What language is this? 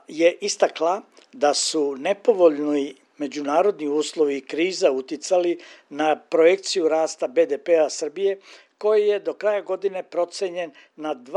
Serbian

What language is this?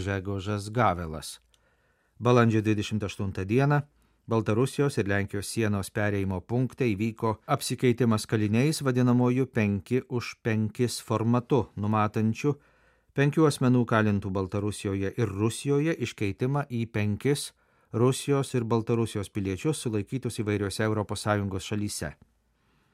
Lithuanian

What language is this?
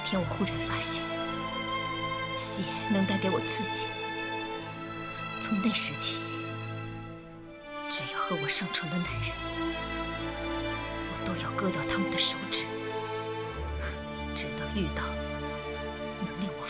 Chinese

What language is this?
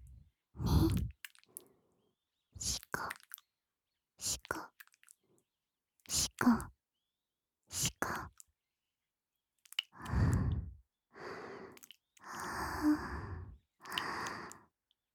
Japanese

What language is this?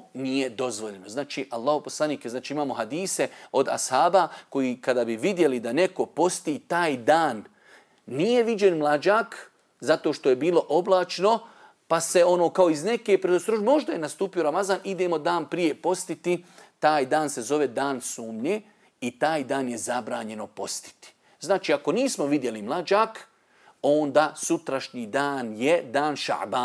Bosnian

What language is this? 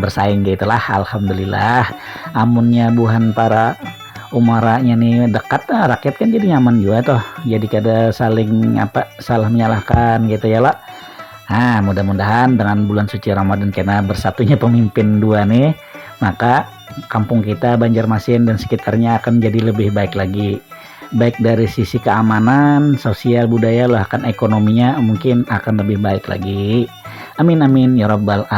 Banjar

